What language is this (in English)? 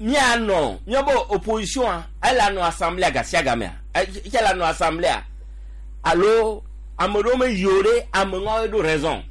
Gen